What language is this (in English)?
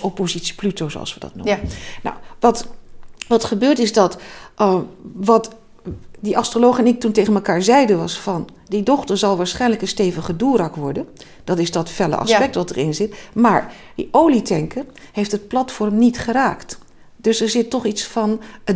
Dutch